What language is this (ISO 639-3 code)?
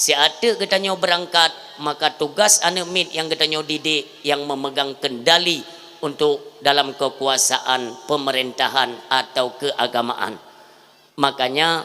ace